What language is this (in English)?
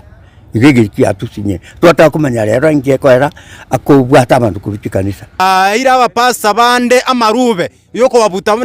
Gusii